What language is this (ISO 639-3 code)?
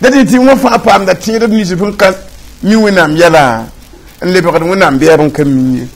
mos